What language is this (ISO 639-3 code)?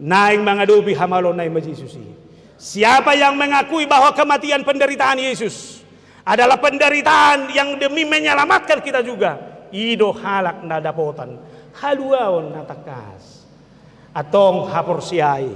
bbc